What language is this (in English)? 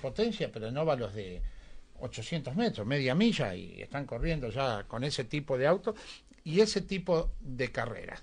Spanish